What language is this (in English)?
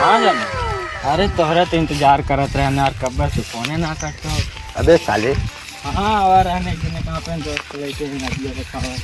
Awadhi